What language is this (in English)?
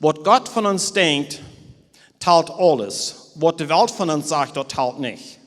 Plautdietsch